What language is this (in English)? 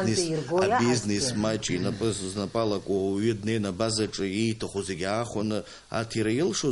Abkhazian